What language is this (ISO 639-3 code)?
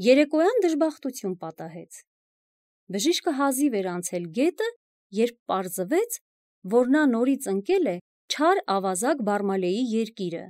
hye